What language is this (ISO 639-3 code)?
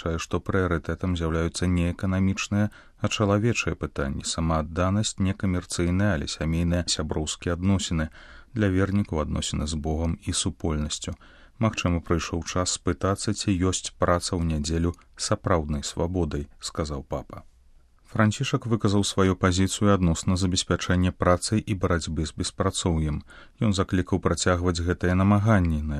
bel